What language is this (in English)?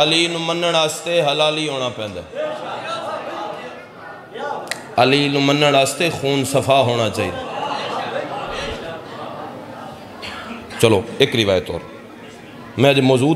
Urdu